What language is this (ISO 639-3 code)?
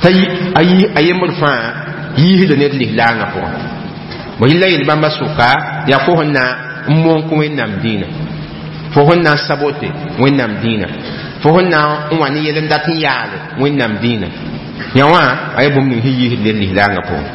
mos